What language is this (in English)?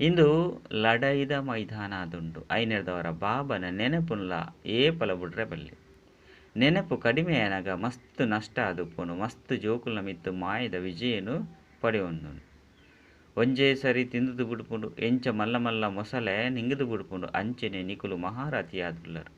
Tulu